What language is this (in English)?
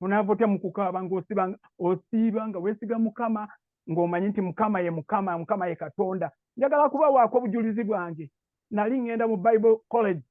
Ganda